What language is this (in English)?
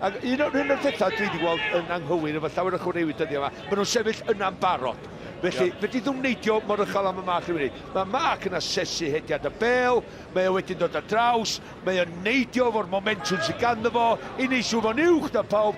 Welsh